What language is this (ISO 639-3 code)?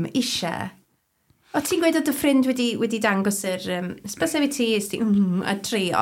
cym